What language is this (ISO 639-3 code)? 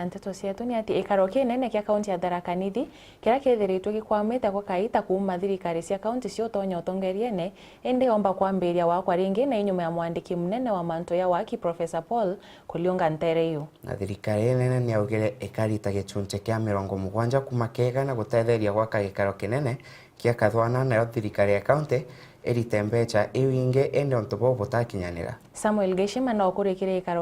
mer